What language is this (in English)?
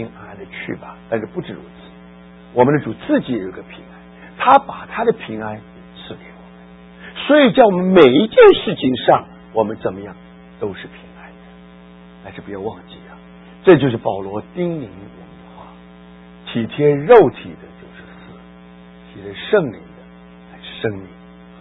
Chinese